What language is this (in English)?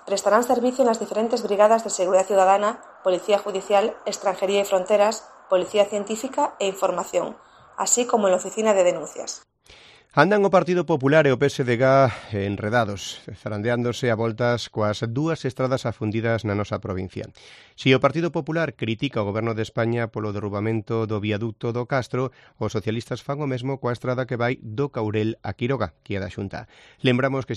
Galician